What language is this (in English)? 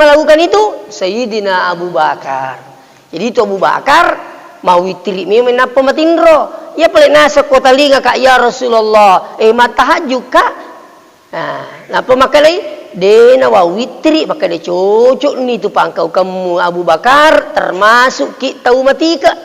Buginese